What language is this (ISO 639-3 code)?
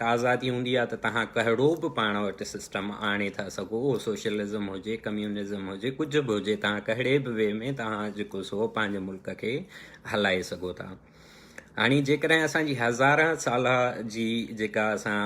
snd